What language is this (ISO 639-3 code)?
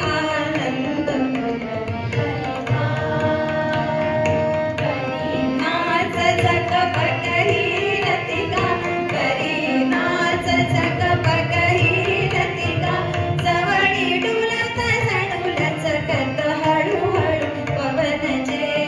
mar